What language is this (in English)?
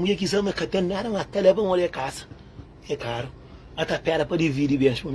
Kabuverdianu